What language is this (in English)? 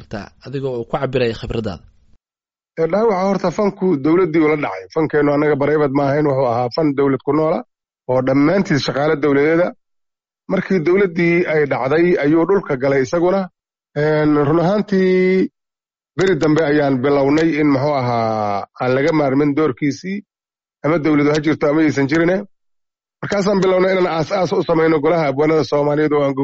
Somali